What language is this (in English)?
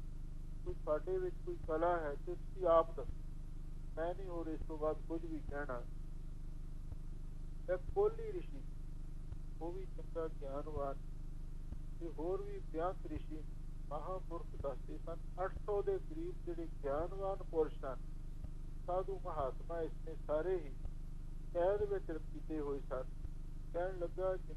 Punjabi